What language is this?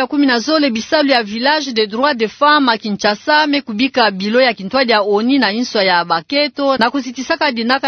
Kituba (Democratic Republic of Congo)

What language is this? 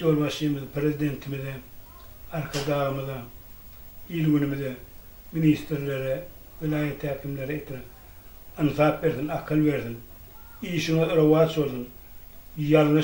Turkmen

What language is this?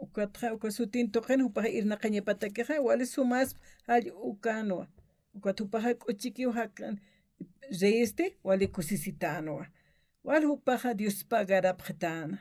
Aymara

